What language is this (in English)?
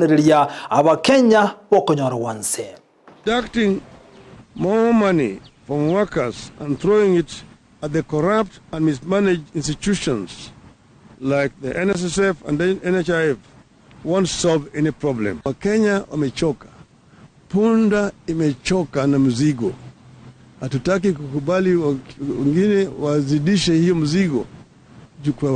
Gusii